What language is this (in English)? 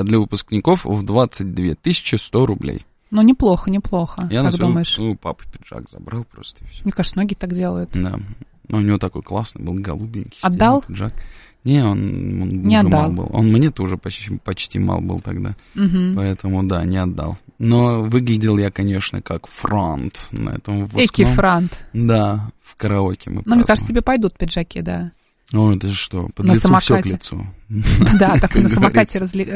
Russian